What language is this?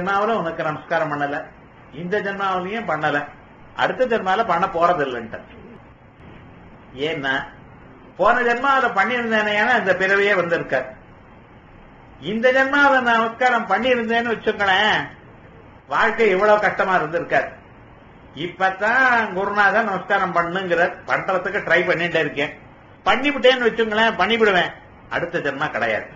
Tamil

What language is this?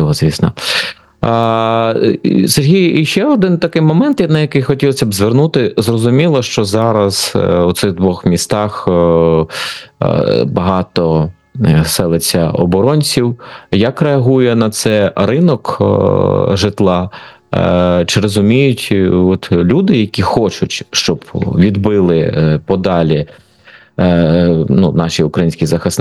Ukrainian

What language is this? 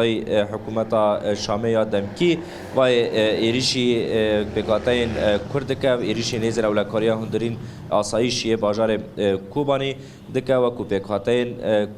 Kurdish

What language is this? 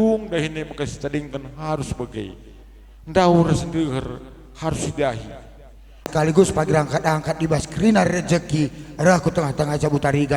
Batak Karo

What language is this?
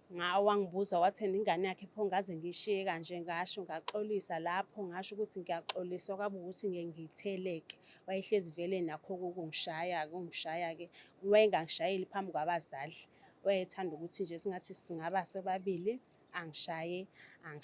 Zulu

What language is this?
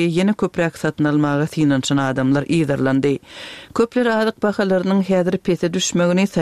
Turkmen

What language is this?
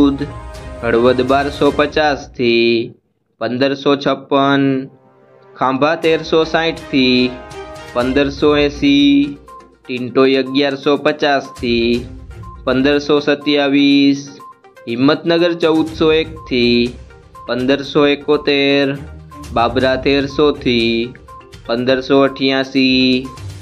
Gujarati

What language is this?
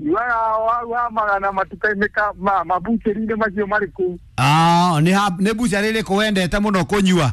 Kikuyu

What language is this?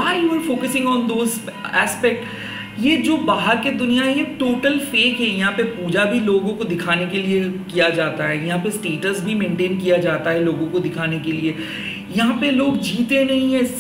Hindi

